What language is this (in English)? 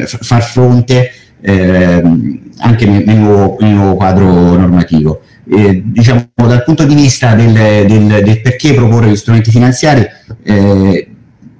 Italian